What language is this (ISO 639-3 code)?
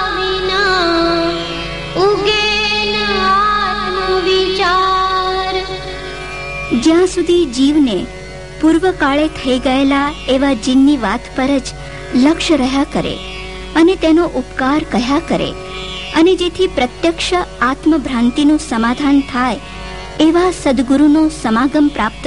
guj